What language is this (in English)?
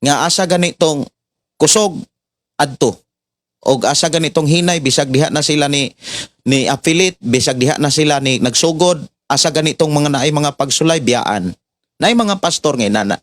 Cebuano